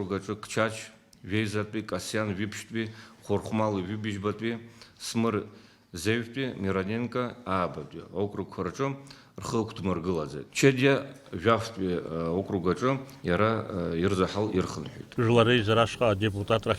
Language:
Abkhazian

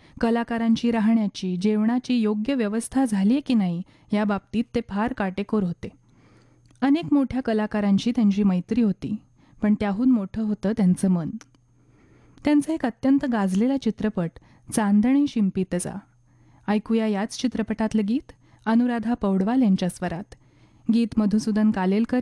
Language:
Marathi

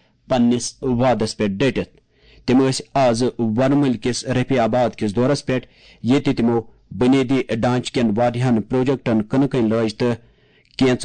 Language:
Kashmiri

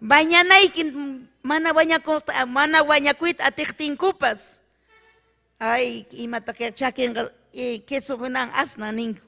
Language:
Ayacucho Quechua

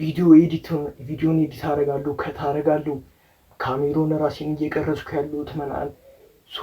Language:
Amharic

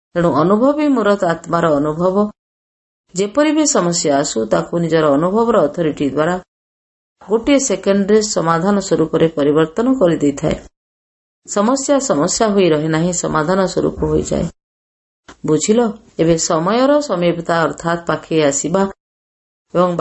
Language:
Odia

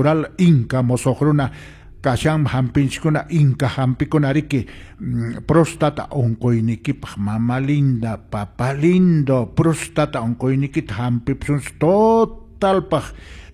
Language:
Quechua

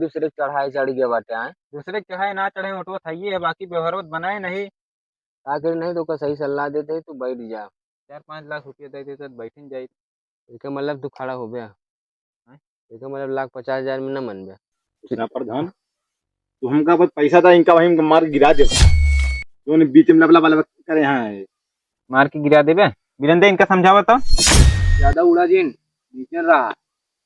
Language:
Awadhi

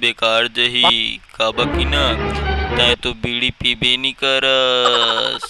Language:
Chhattisgarhi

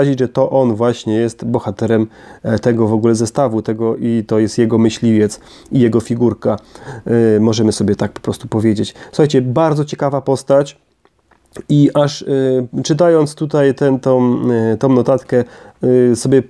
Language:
Polish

